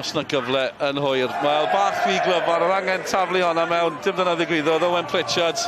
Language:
Welsh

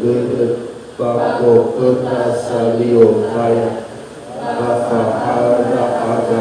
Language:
Nias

